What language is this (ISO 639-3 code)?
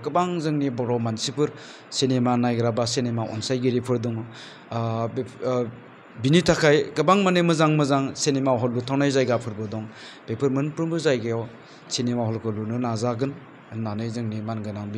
brx